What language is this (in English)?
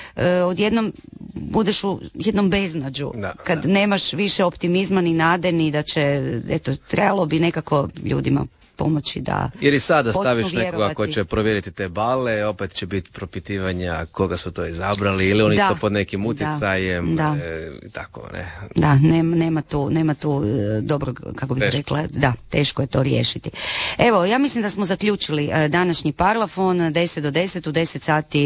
Croatian